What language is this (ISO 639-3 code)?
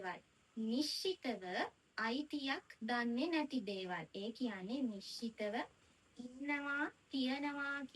sin